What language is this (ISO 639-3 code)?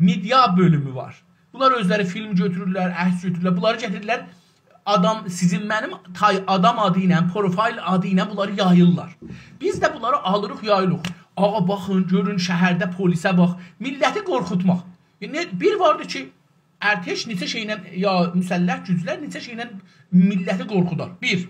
azb